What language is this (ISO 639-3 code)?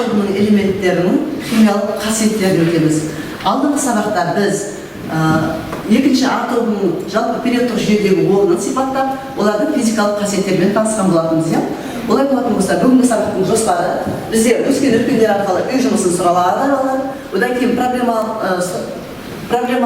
kaz